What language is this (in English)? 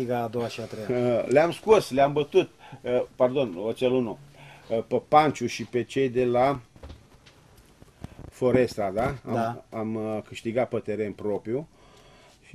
Romanian